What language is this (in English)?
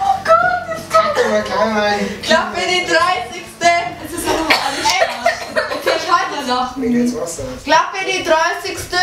Bavarian